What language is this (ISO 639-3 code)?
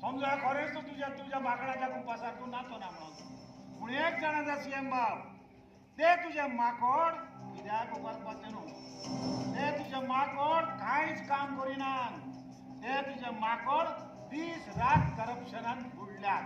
kok